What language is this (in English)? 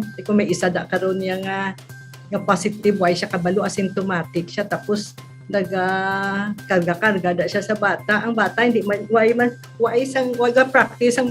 Hiligaynon